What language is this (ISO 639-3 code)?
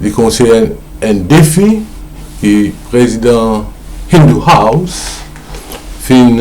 mfe